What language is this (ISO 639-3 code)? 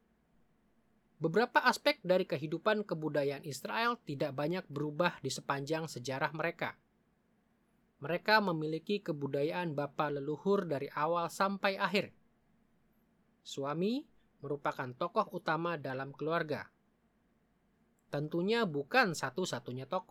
ind